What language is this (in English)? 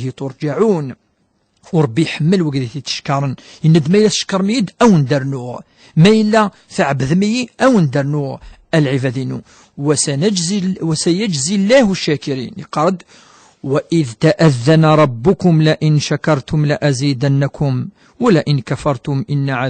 Kabyle